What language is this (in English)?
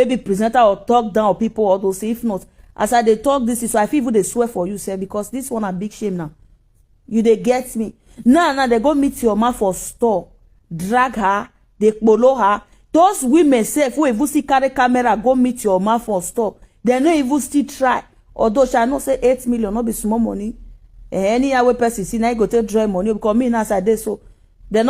Nigerian Pidgin